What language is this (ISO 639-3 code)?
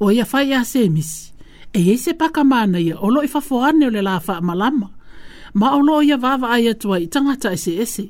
smo